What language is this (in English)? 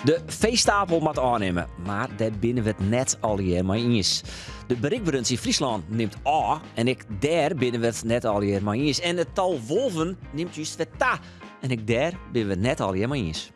Western Frisian